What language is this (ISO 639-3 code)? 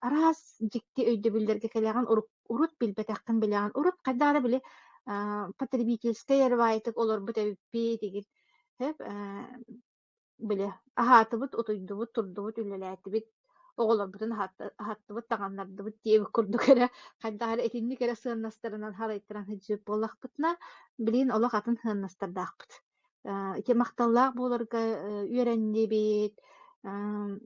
sah